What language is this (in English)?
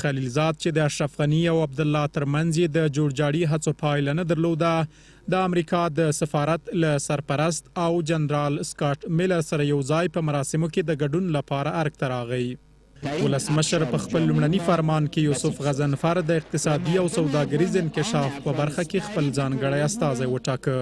Pashto